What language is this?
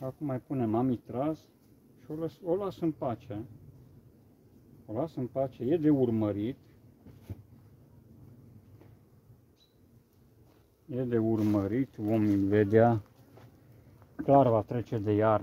Romanian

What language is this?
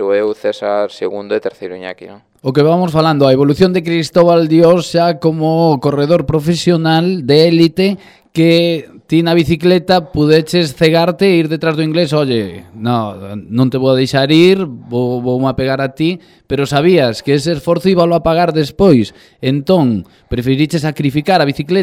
Galician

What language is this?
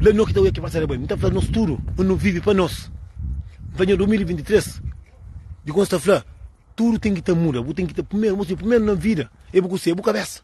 Kabuverdianu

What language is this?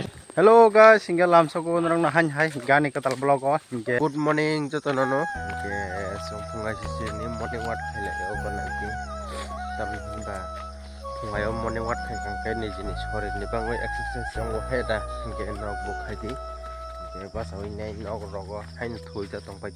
Kok Borok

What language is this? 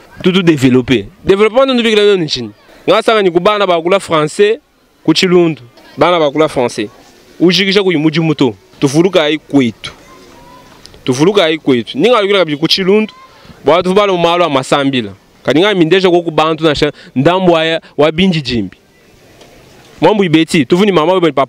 Luba-Lulua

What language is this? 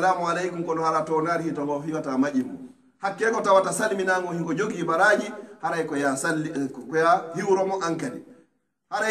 Pular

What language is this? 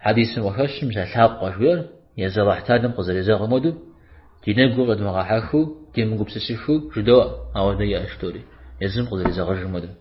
Kabardian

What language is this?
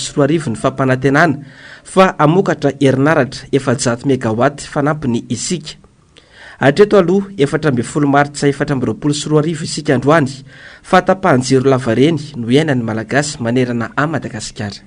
Malagasy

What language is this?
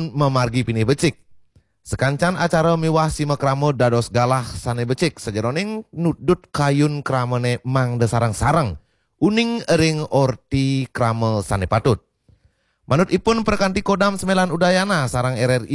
Balinese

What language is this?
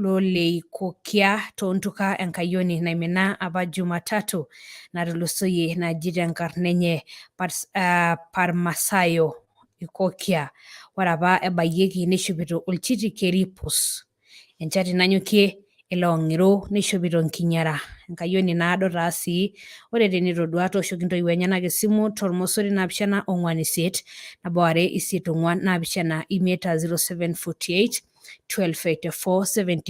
Masai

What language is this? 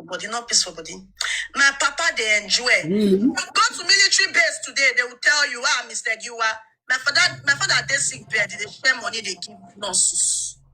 Nigerian Pidgin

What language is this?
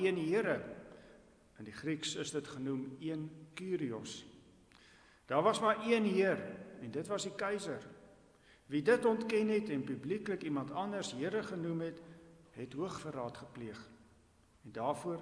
Afrikaans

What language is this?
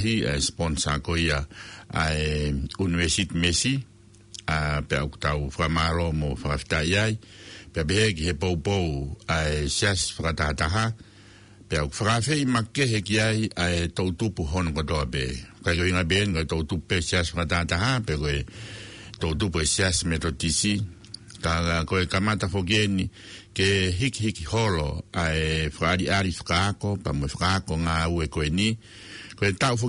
Tongan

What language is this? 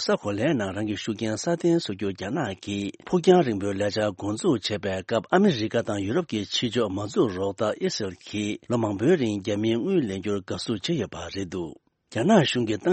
Tibetan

